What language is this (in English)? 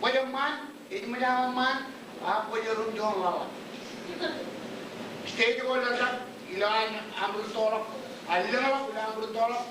Marshallese